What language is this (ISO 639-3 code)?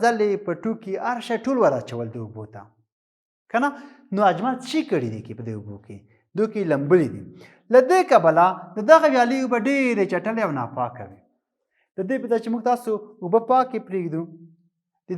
pus